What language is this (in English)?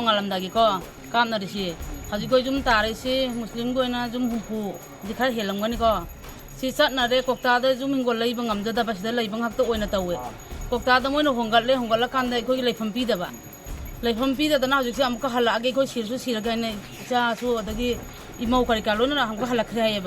Manipuri